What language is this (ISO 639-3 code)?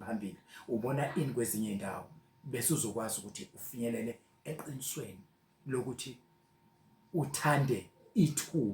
zul